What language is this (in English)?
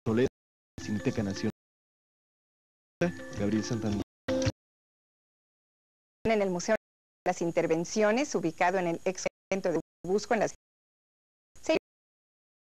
Spanish